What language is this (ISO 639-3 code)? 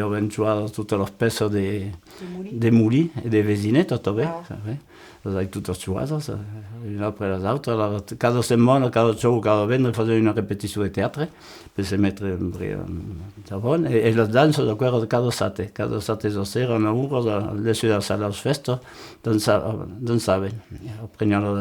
oci